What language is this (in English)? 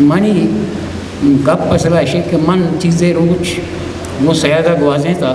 Eastern Balochi